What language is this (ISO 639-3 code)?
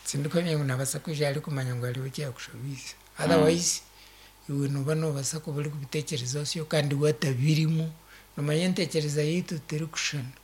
nyn